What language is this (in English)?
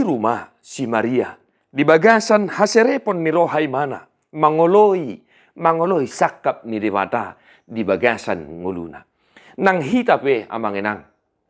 Batak Toba